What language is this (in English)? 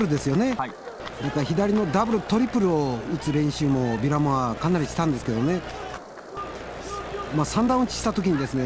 Japanese